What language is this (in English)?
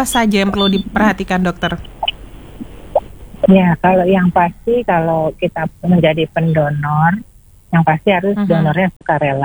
Indonesian